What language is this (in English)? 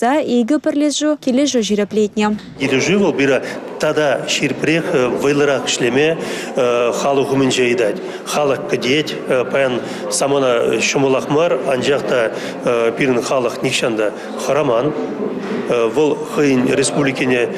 Chuvash